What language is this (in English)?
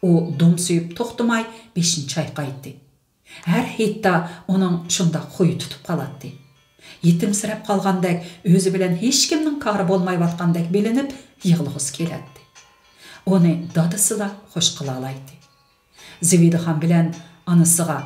Uyghur